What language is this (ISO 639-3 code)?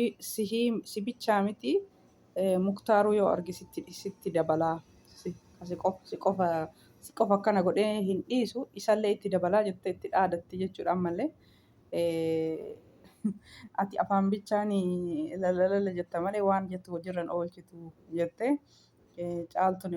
orm